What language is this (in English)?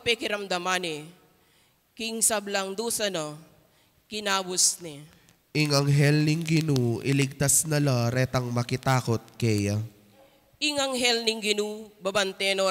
Pampanga